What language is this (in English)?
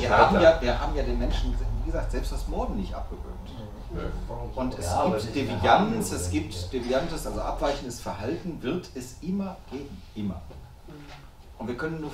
German